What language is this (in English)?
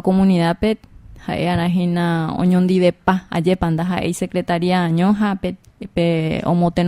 Guarani